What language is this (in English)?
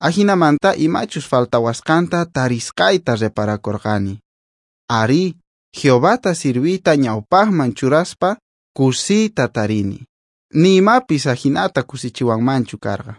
South Bolivian Quechua